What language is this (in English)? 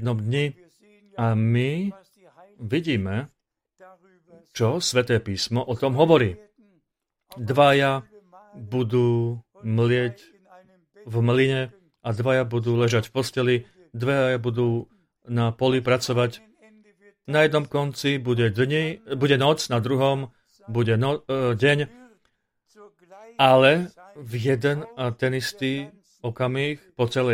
Slovak